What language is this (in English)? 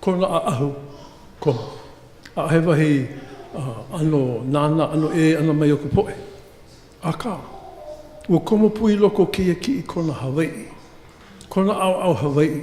Hawaiian